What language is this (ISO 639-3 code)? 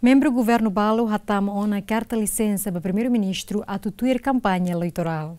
tet